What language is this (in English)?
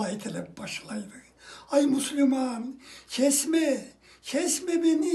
Karachay-Balkar